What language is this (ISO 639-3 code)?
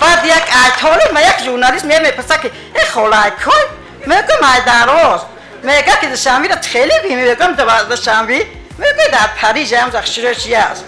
tgk